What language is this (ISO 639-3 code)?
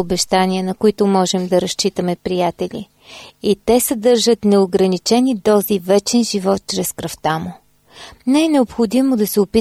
bul